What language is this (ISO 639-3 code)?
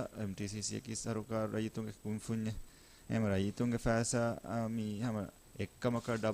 div